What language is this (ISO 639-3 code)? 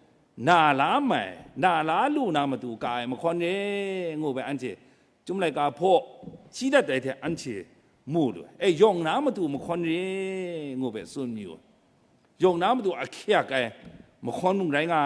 kac